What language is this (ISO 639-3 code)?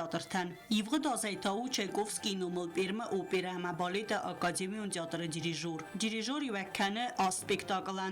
oss